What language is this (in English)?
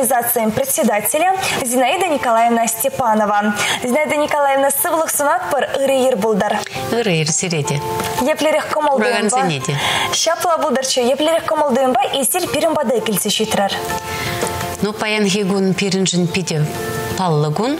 Chuvash